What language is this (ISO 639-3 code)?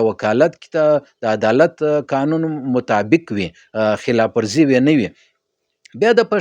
pus